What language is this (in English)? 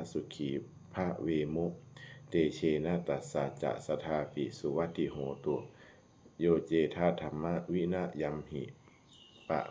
Pali